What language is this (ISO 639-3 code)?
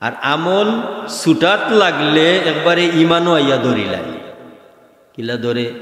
syl